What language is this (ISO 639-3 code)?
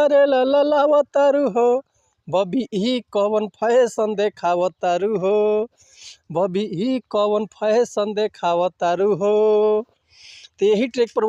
bho